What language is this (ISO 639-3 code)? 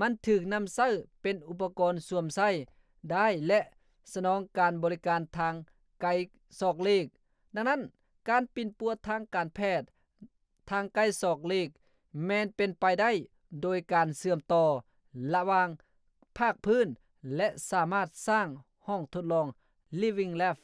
lao